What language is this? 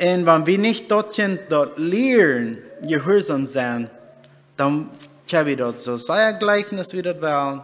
Plautdietsch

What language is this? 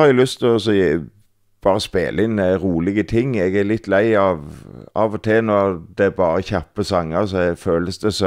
Norwegian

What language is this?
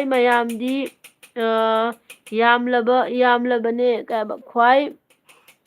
Manipuri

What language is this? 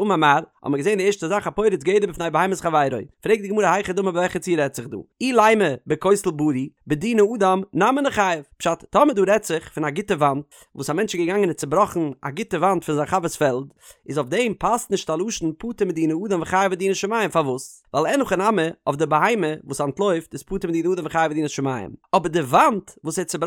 Yiddish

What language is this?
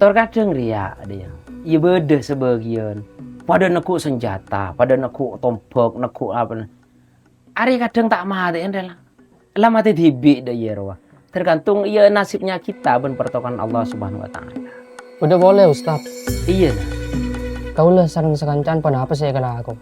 Madurese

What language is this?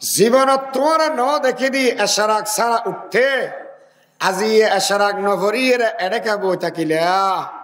Rohingya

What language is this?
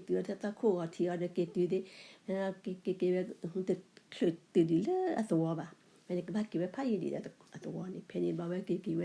S'gaw Karen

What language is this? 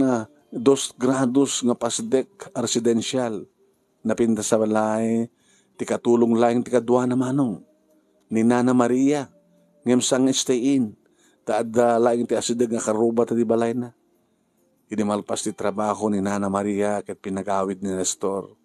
Iloko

